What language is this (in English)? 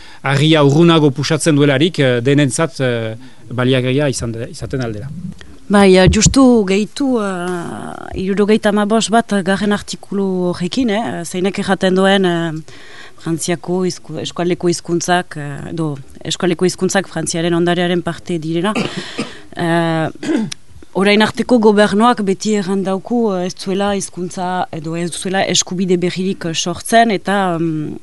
Basque